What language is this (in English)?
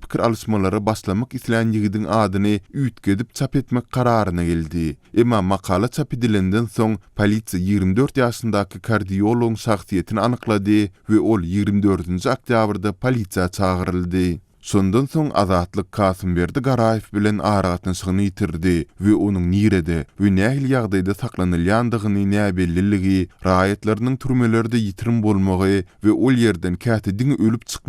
Turkmen